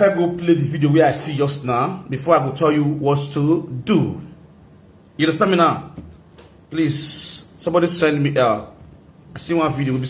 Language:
Nigerian Pidgin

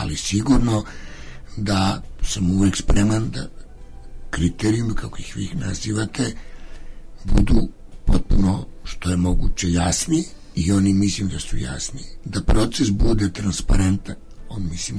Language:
Serbian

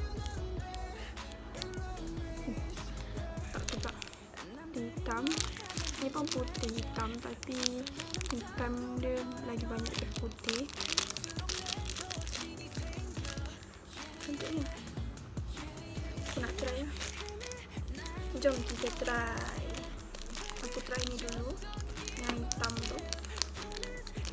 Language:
Malay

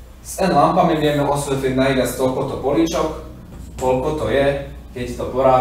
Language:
Slovak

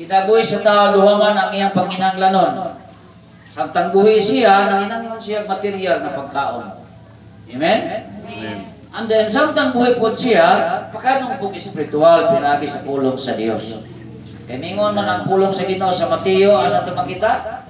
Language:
Cebuano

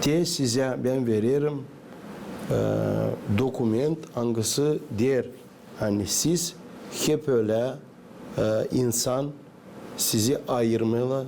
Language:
Gagauz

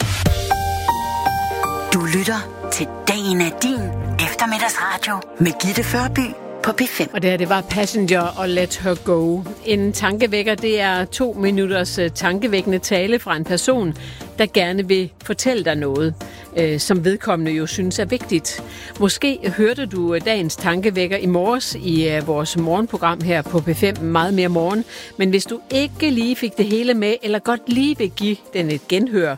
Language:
Danish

